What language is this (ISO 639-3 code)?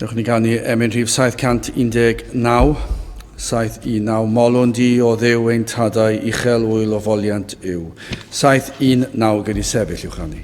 cym